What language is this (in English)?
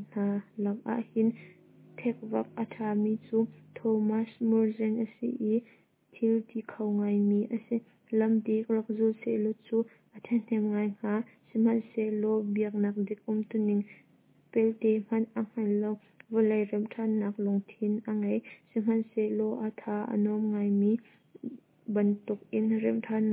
Hakha Chin